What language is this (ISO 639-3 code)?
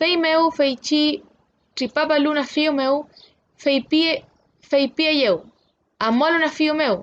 arn